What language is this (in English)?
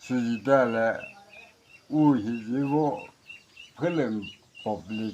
Chokri Naga